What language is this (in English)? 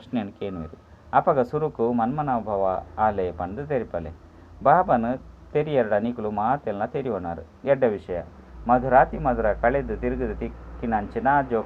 Tulu